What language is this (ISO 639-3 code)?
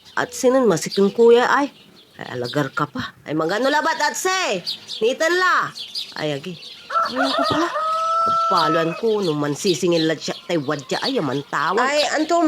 pag